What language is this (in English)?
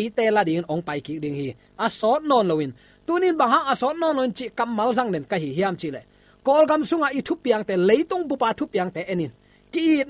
Tedim Chin